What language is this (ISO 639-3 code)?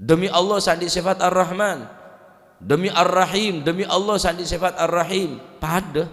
mad